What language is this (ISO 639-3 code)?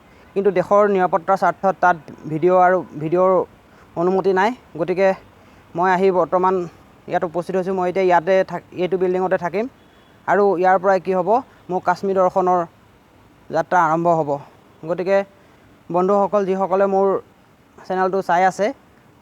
asm